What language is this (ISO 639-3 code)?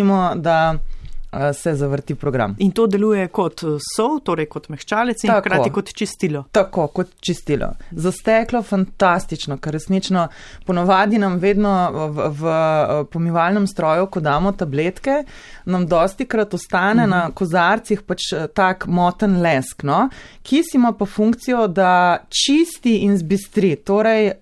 slv